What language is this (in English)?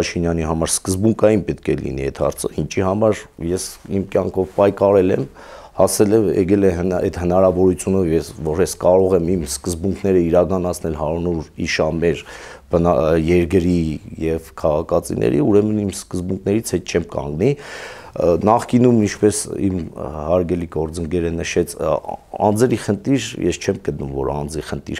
Armenian